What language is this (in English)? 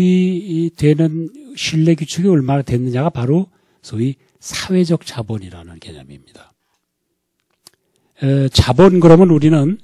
Korean